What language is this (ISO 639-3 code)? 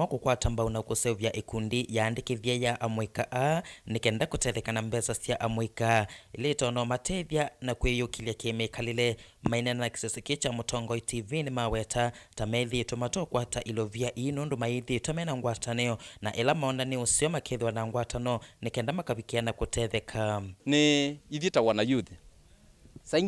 kam